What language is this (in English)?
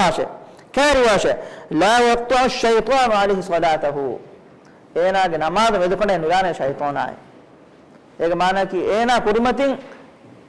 Divehi